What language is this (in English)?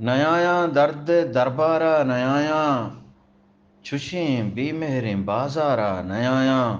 Eastern Balochi